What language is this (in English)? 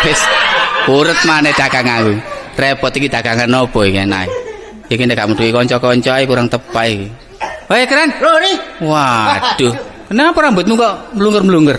Javanese